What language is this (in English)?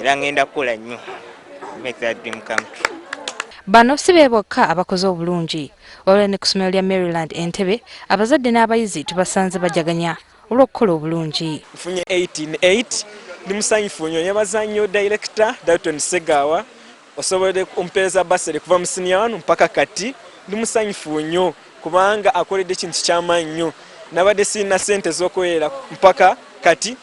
Ganda